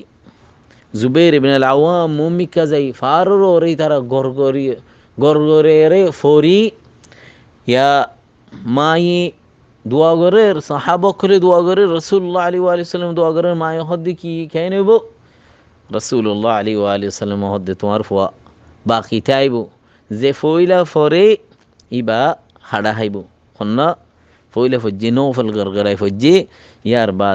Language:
Rohingya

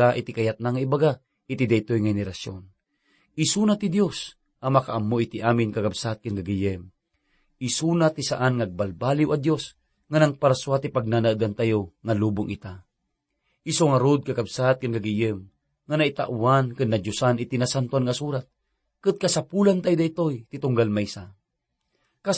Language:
Iloko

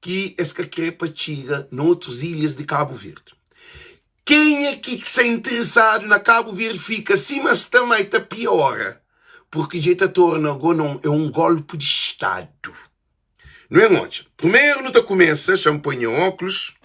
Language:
Kabuverdianu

